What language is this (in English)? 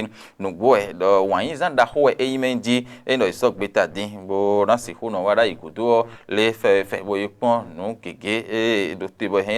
Fon